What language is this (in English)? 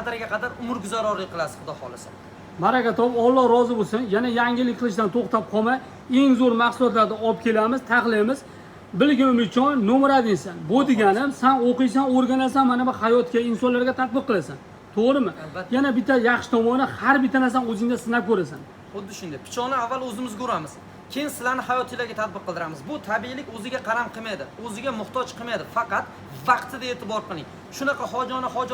Uzbek